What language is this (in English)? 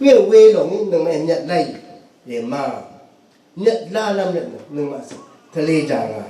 Rawang